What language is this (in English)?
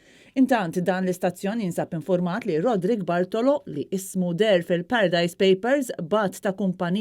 Maltese